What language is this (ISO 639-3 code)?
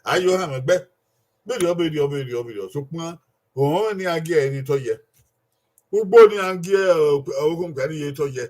bin